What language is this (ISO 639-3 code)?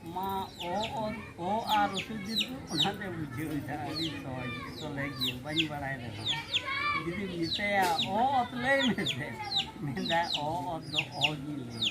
sat